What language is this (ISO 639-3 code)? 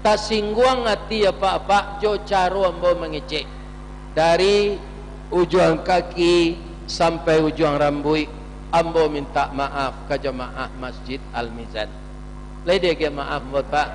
min